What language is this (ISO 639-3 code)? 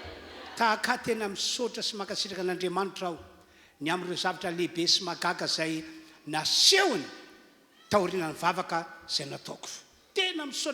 mlg